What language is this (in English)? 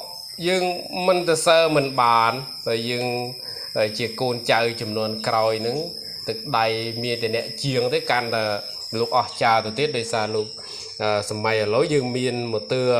Khmer